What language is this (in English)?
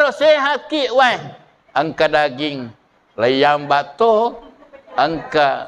Buginese